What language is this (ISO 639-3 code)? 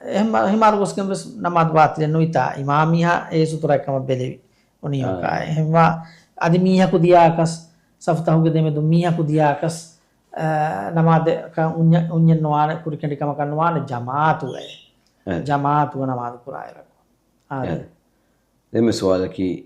div